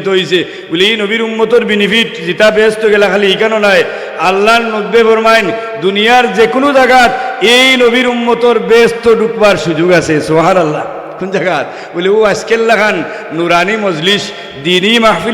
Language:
Sylheti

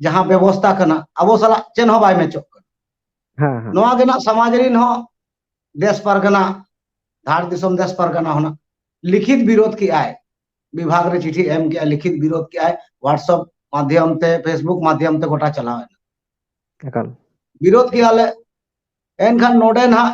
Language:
Santali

